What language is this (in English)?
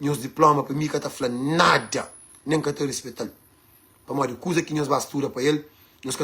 Kabuverdianu